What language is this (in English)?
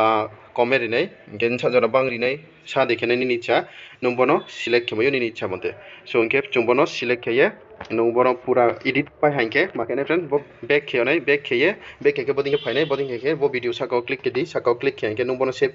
Riang (India)